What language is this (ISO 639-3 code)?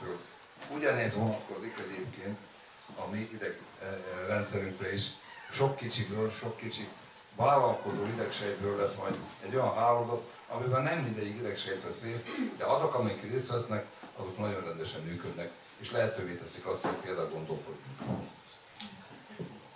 hun